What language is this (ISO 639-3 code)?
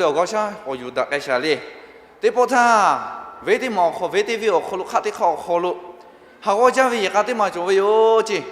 lhu